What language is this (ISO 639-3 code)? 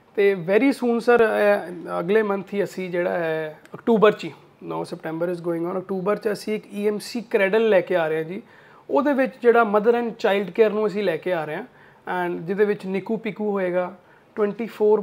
pan